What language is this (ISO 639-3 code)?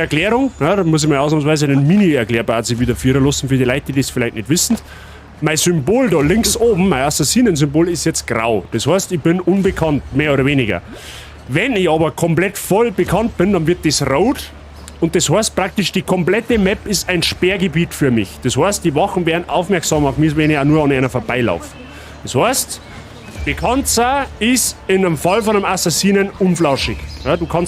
bar